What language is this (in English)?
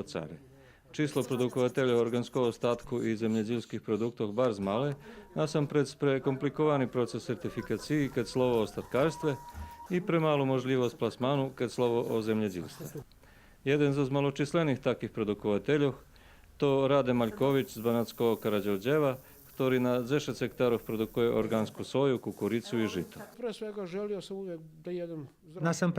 Rusyn